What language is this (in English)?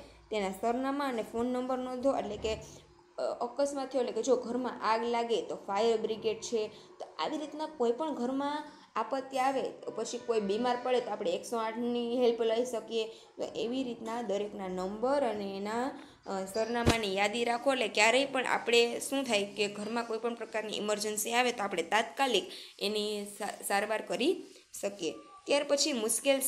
Gujarati